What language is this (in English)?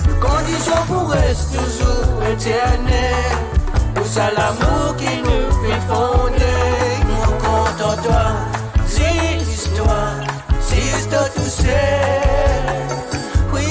Morisyen